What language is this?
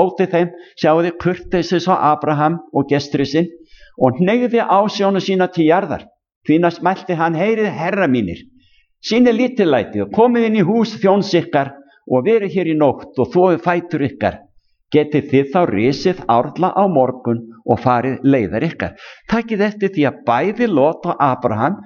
Icelandic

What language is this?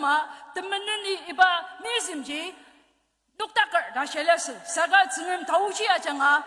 Ao Naga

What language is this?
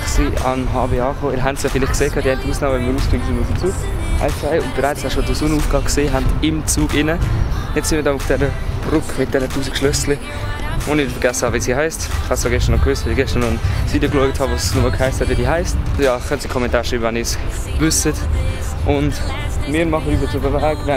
Swiss German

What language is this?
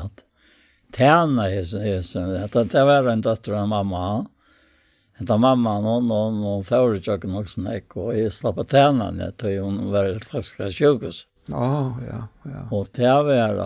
Faroese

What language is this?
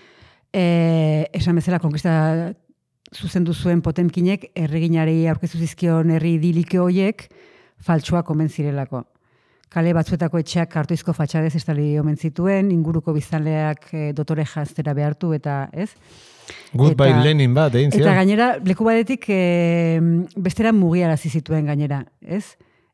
Basque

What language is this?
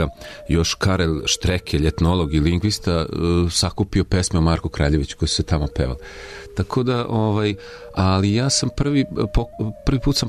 Serbian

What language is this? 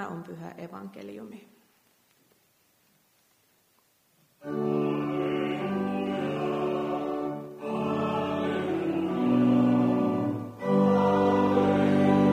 Finnish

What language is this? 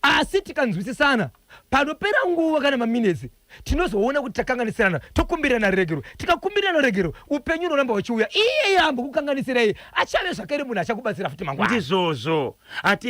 Shona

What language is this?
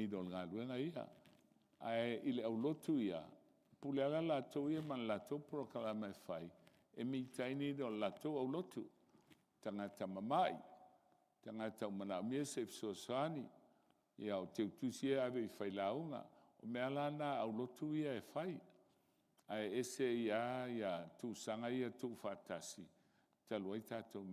Samoan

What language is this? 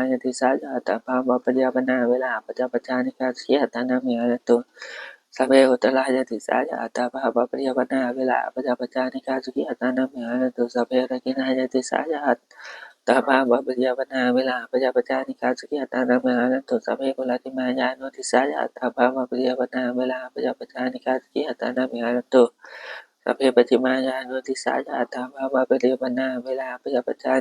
Pali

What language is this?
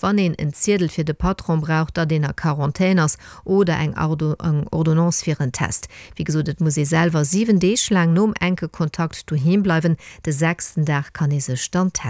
Luxembourgish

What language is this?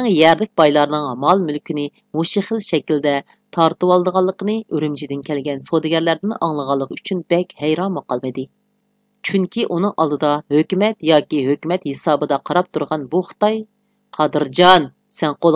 Uyghur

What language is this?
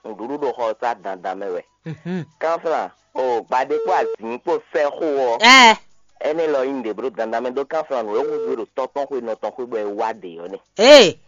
Fon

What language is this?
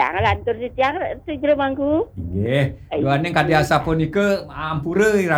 Balinese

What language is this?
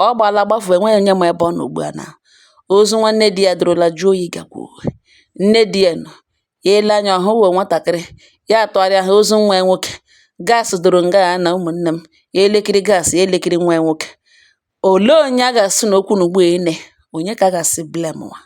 Igbo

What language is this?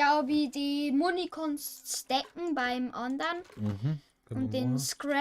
Bavarian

